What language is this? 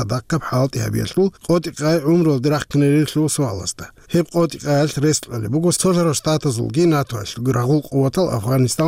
Avaric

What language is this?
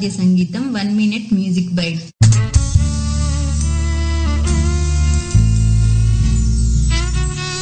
Telugu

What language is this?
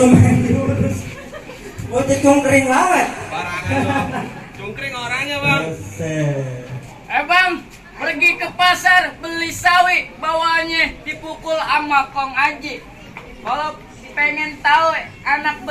Betawi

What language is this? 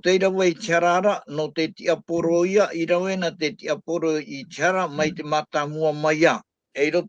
Tahitian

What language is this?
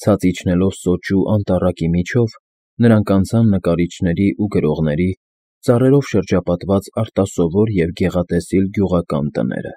Armenian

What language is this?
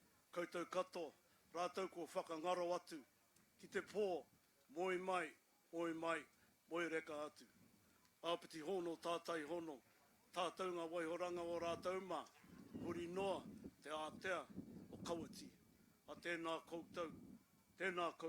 Māori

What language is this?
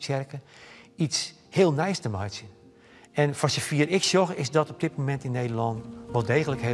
Western Frisian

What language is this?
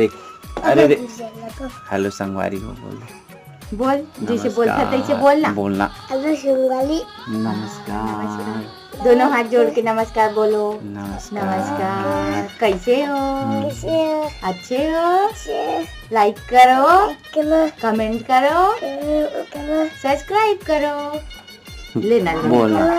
Chhattisgarhi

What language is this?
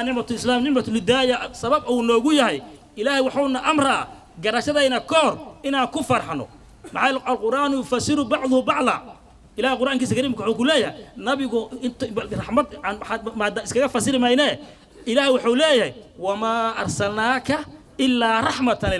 Somali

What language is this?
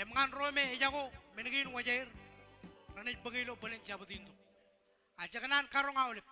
Marshallese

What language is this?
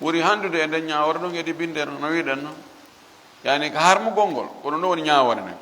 Fula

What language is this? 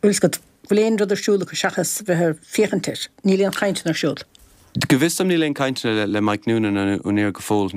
Irish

